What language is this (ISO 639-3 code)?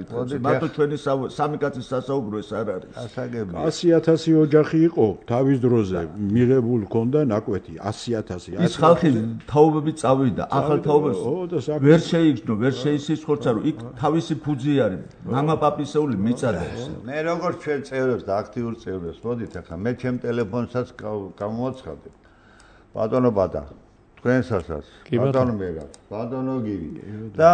kat